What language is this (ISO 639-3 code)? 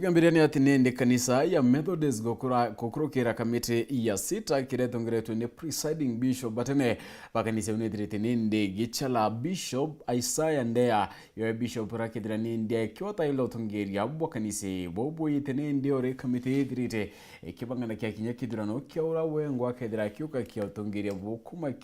mer